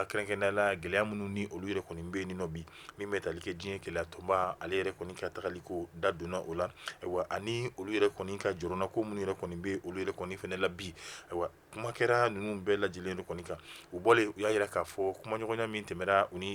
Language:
Bambara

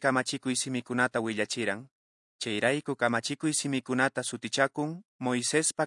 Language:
Quechua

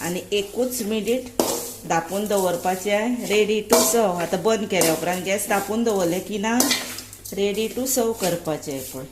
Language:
Konkani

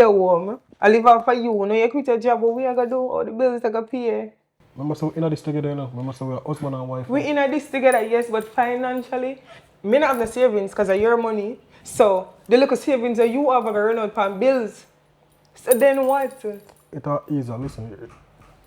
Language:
Jamaican Creole English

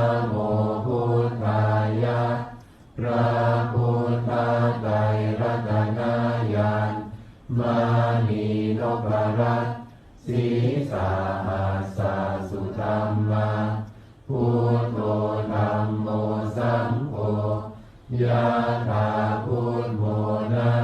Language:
Pali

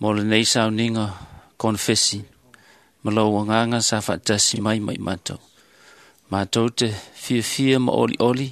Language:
Samoan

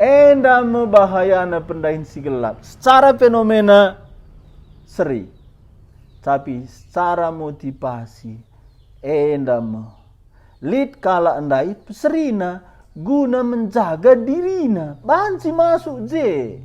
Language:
Batak Karo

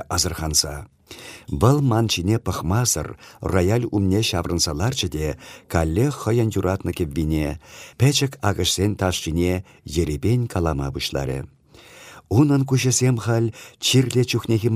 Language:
Chuvash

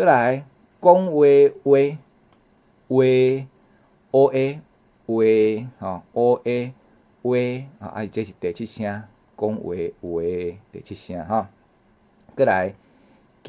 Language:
Min Nan Chinese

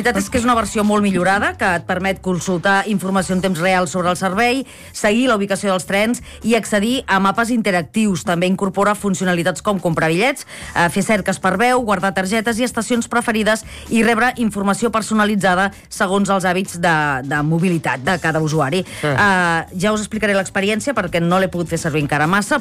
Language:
Catalan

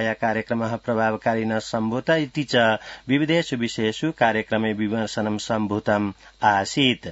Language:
Sanskrit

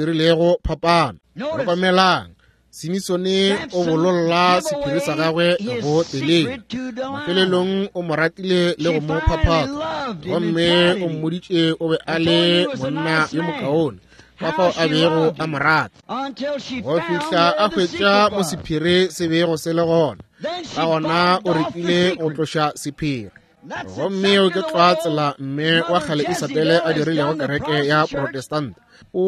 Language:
Northern Sotho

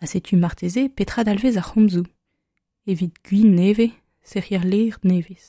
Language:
Breton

